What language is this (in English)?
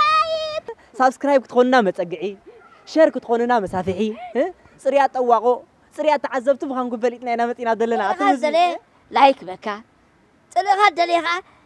Tigrinya